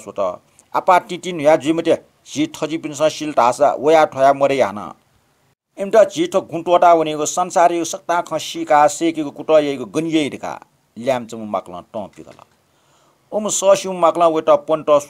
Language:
Newari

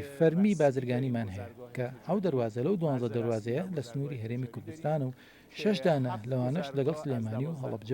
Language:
Central Kurdish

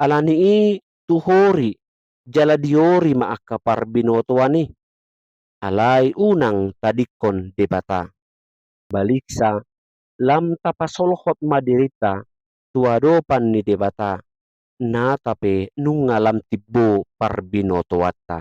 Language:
Batak Toba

